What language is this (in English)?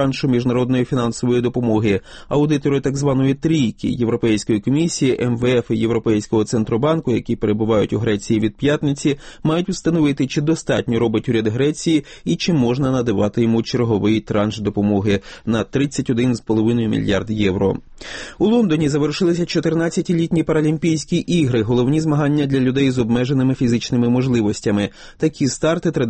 Ukrainian